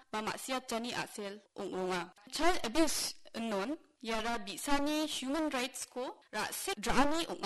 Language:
Garo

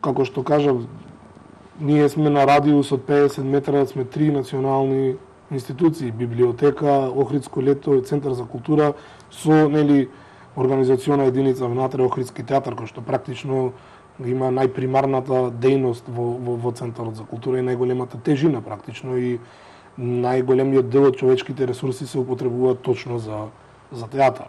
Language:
Macedonian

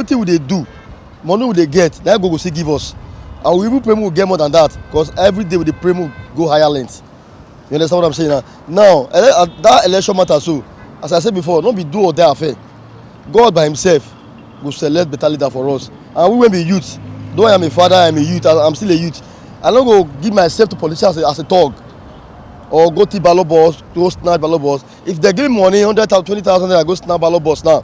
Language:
Nigerian Pidgin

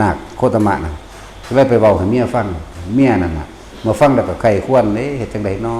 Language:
Northeastern Thai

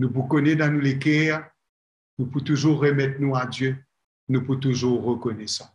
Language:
Morisyen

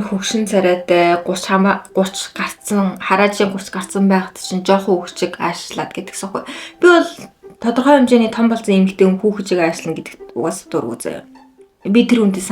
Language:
Mongolian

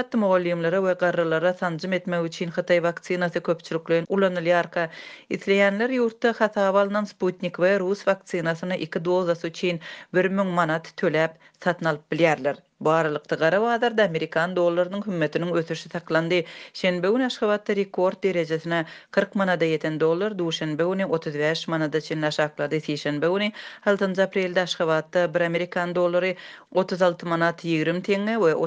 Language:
Turkmen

